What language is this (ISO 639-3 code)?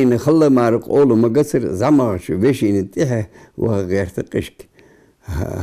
inh